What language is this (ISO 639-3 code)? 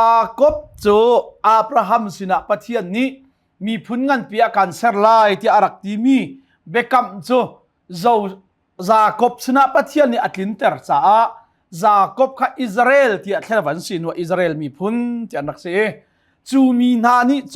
cnh